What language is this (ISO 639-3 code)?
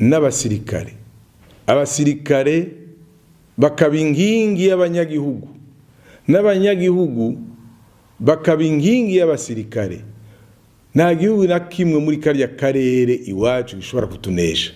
run